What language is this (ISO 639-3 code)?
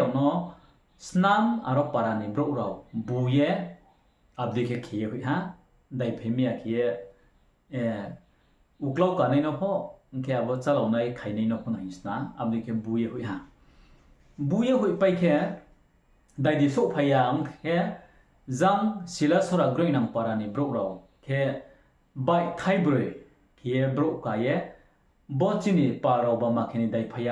ria